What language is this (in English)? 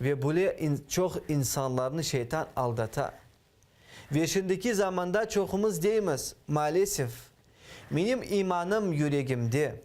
Crimean Tatar